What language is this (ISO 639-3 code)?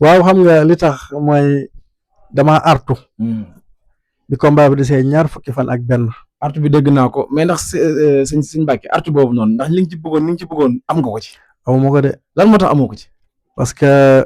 wol